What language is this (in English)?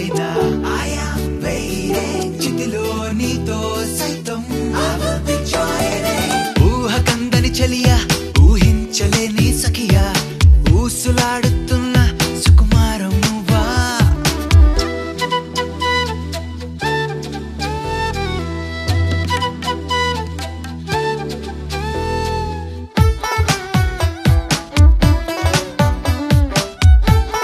Telugu